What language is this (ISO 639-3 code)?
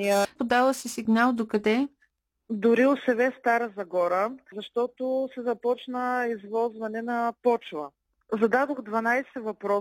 bul